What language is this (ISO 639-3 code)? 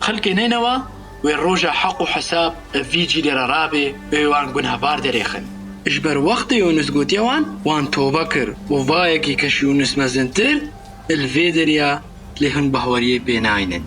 kur